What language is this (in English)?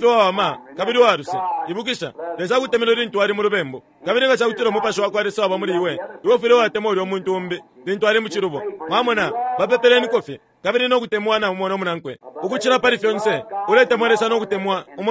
Bemba